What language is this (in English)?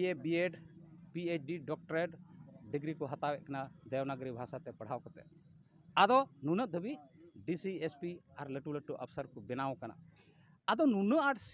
Santali